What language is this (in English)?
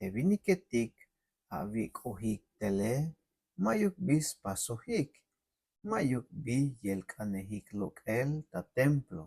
Tzeltal